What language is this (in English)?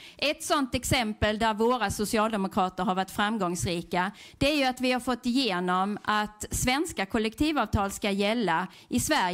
Swedish